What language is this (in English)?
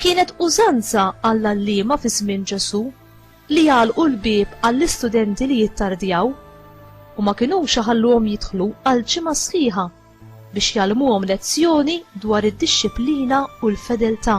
Maltese